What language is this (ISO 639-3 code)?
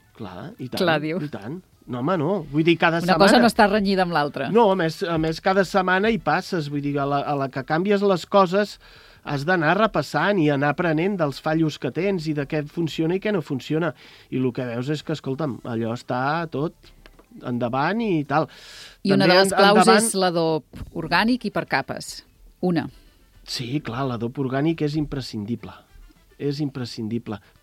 cat